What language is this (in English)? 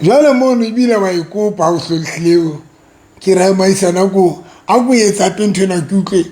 Southern Sotho